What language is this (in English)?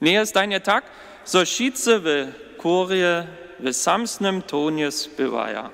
Upper Sorbian